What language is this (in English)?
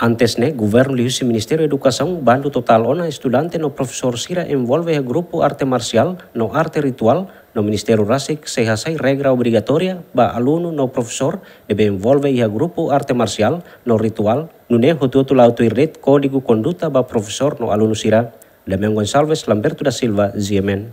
Tetum